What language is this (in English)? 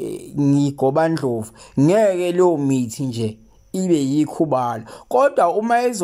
Zulu